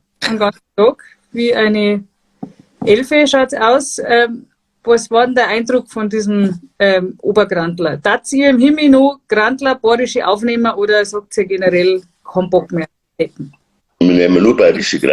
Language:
Bavarian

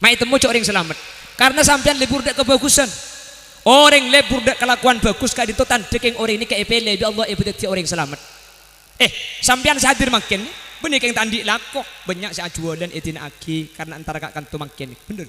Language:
Madurese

